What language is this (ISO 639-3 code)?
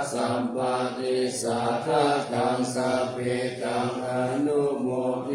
pli